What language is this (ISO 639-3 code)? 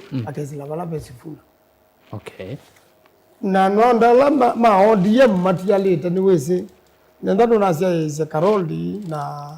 kam